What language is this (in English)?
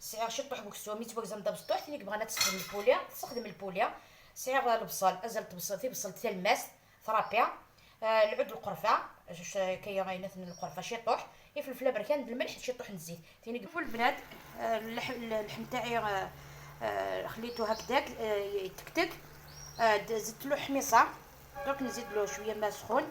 Algerian Arabic